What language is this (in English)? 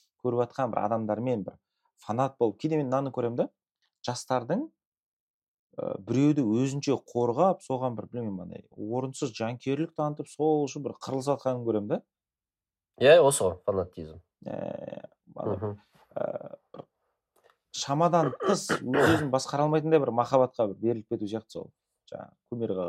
Kazakh